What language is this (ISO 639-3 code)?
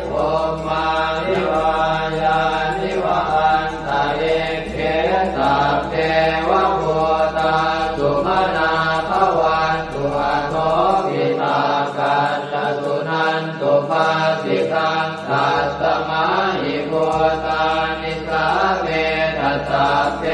pli